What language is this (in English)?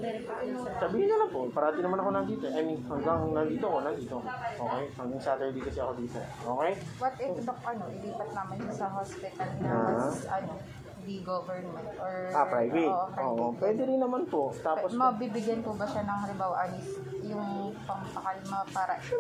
Filipino